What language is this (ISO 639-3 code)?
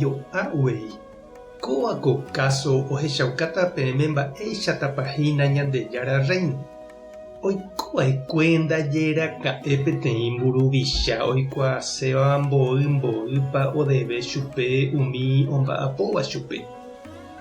grn